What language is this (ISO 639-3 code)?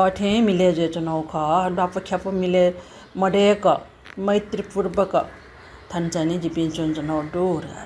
new